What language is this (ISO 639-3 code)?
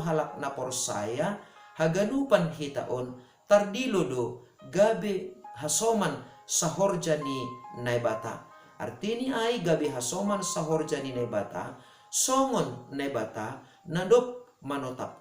bts